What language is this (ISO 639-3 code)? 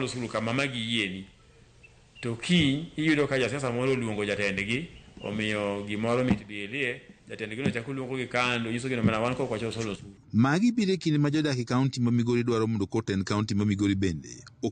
luo